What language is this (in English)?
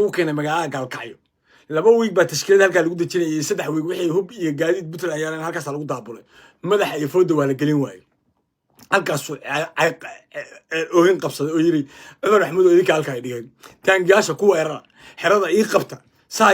Somali